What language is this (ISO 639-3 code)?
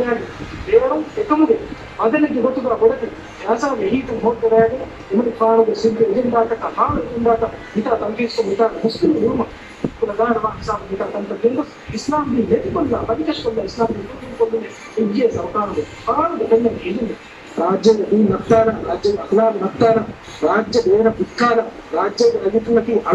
div